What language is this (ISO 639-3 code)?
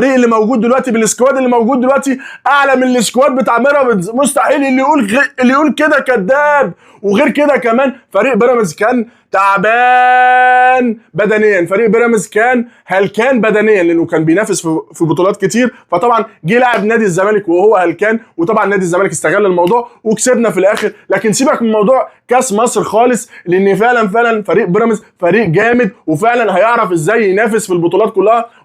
arz